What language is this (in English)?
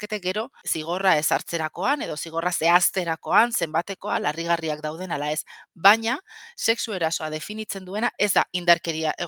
Basque